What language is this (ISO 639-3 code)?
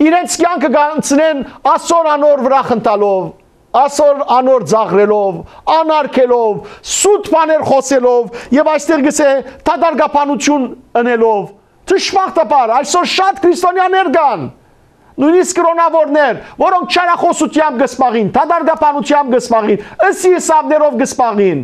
hyw